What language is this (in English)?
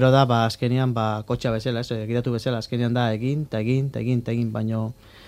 Basque